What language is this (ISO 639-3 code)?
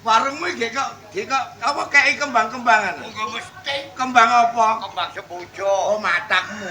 jav